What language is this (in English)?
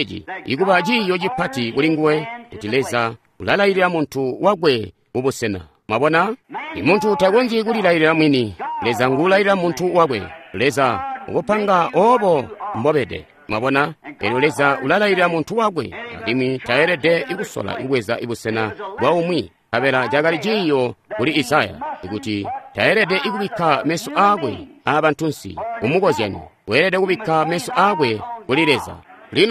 Tonga (Zambia)